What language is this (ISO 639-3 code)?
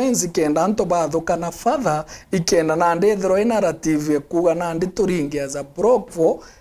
mer